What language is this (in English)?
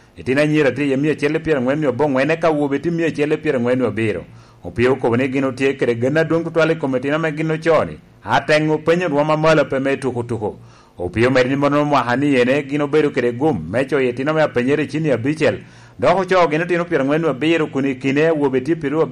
Lango (Uganda)